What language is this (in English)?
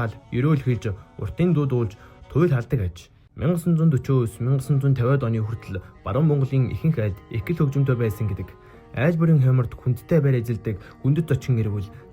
Mongolian